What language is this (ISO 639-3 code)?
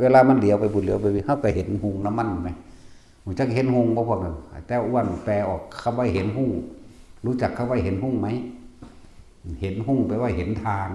tts